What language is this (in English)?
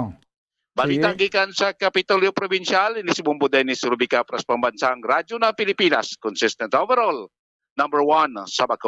Hiligaynon